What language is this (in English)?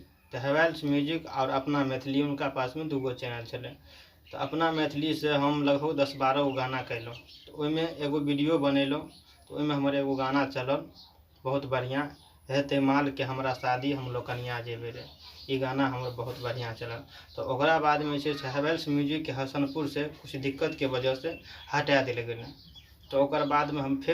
Maithili